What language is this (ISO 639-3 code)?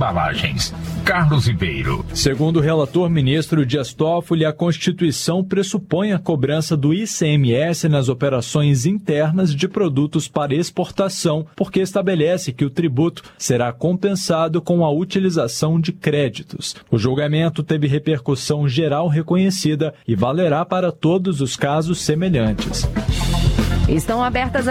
por